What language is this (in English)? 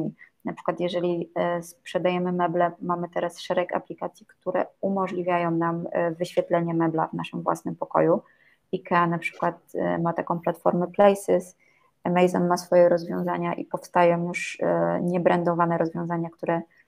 Polish